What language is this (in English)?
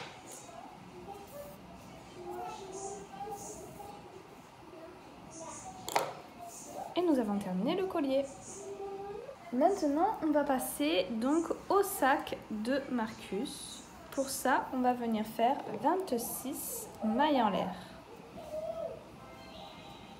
French